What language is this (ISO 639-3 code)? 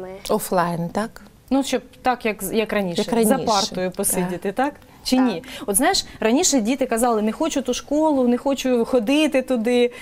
ukr